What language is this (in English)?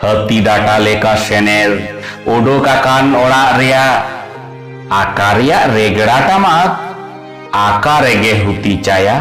Santali